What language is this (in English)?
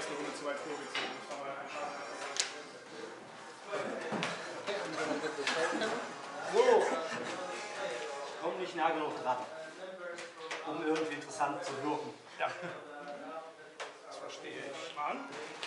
German